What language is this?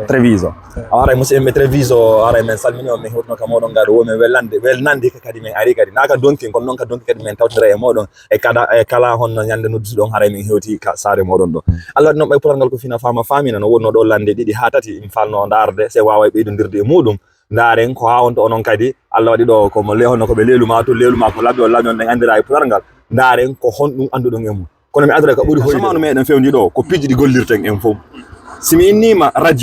Fula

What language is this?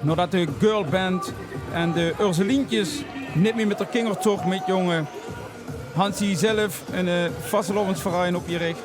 Limburgish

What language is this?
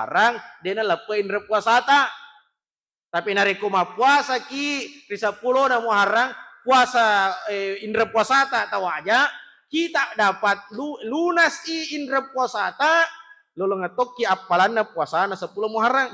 Buginese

